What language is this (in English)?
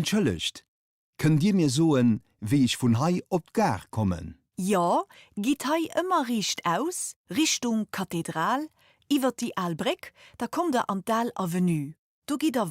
Luxembourgish